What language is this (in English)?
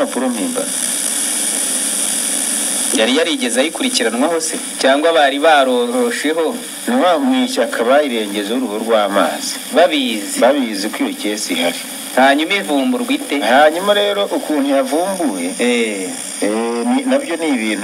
Kinyarwanda